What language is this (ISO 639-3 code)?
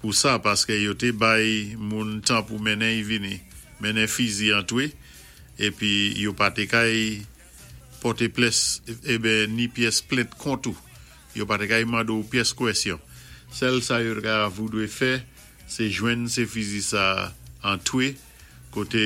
acf